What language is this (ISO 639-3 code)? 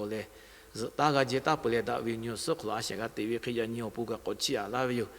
lhu